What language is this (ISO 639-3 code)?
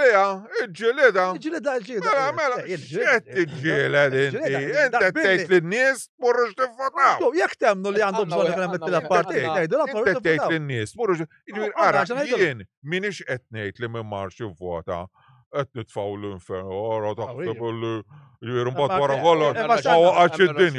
mlt